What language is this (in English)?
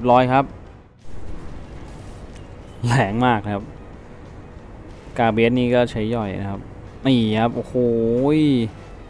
Thai